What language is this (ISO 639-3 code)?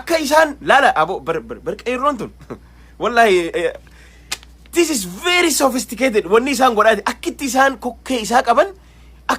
orm